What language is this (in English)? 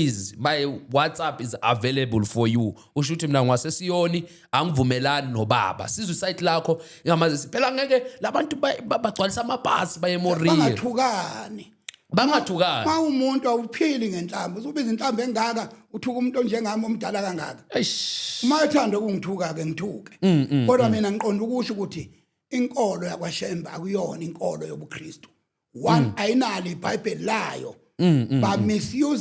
Zulu